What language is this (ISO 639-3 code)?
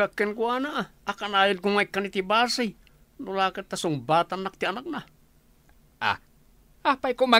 ilo